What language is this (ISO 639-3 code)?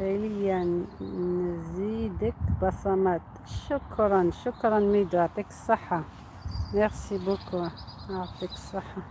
arq